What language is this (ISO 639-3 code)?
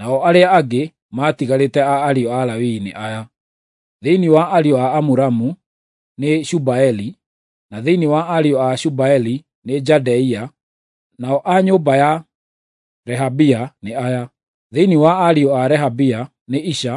kik